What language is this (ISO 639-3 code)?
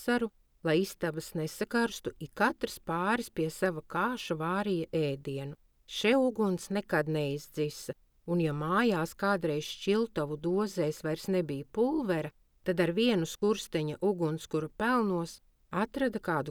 lav